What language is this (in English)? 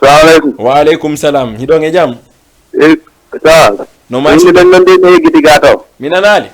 Fula